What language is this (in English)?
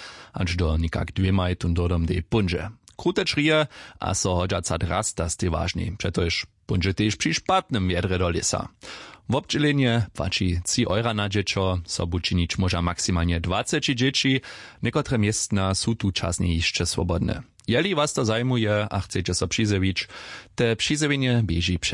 Upper Sorbian